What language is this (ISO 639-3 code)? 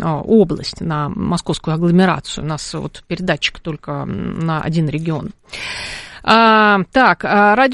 rus